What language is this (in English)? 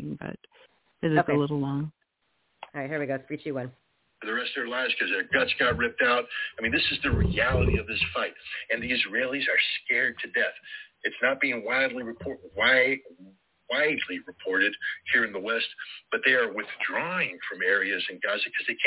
English